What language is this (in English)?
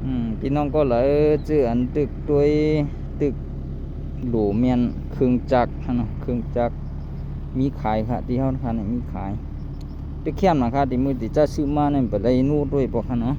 Shan